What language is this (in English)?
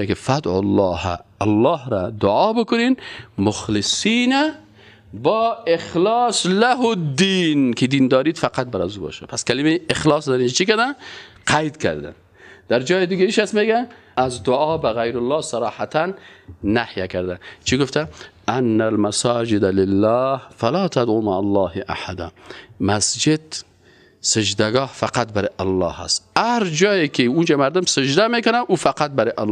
Persian